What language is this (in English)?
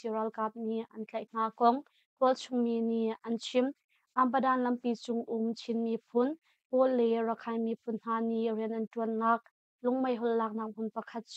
Hakha Chin